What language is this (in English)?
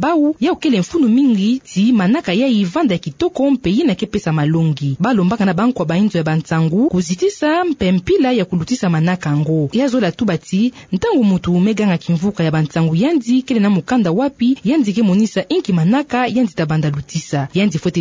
Kituba (Democratic Republic of Congo)